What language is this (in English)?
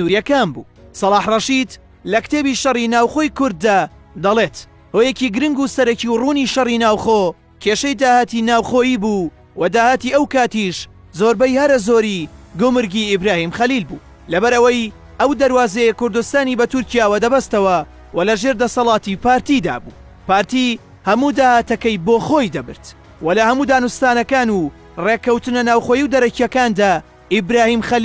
Central Kurdish